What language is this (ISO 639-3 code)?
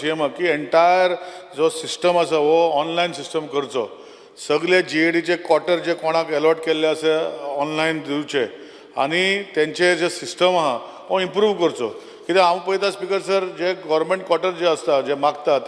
kok